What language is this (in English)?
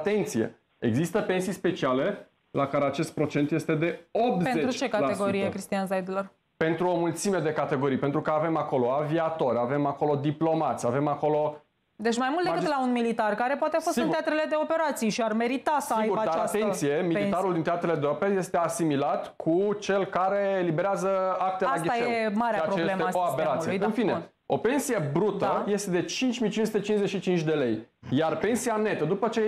Romanian